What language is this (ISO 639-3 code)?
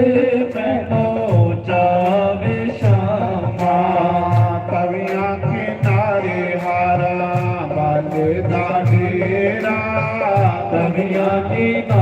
doi